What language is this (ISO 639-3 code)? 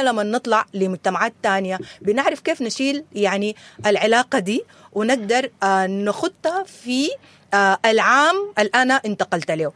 apd